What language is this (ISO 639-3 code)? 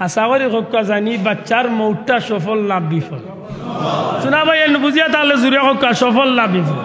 syl